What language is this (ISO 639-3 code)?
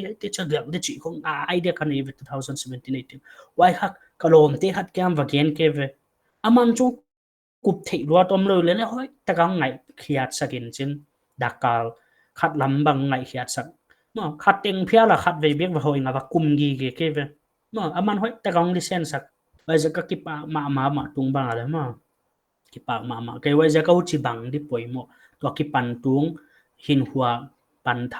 pck